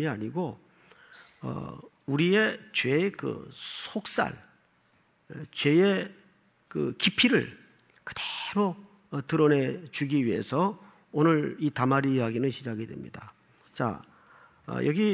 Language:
Korean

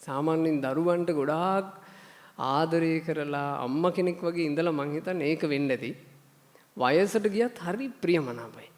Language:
Sinhala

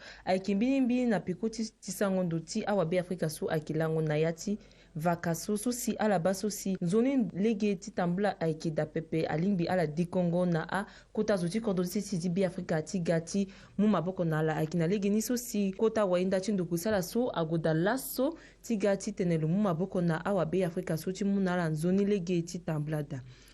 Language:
Sango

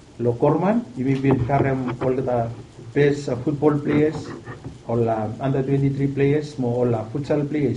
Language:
Bislama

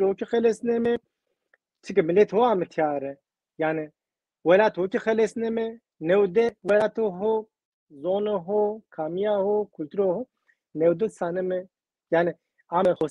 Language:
Zaza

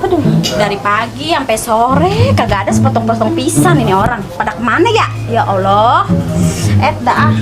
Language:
Betawi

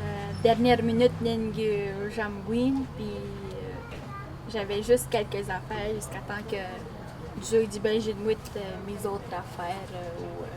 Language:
Atikamekw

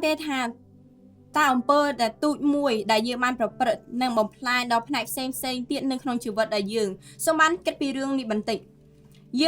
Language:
Khmer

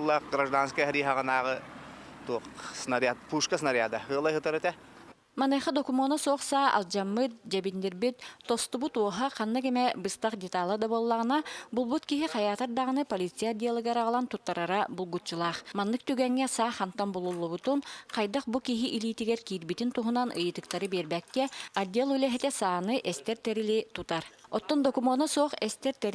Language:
Yakut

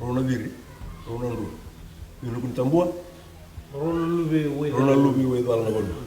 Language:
Fijian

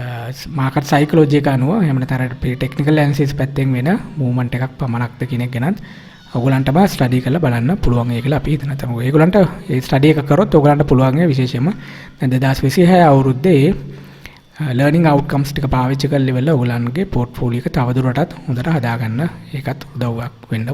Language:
Sinhala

